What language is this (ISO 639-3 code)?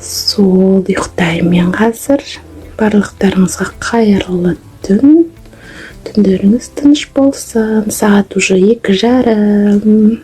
kaz